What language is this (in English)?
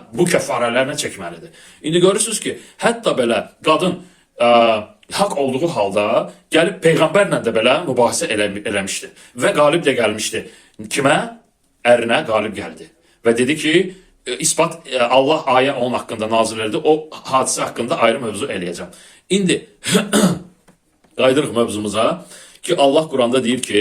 Azerbaijani